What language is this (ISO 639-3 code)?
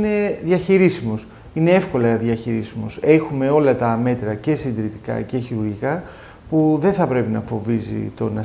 ell